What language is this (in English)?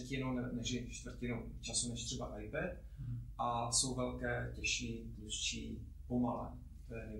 Czech